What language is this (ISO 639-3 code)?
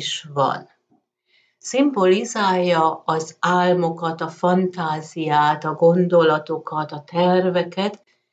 hun